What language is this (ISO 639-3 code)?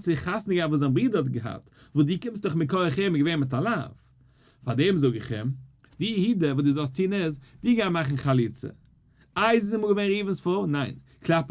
yid